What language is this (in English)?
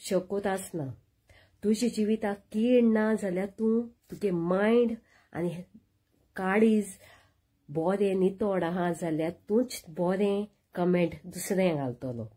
Konkani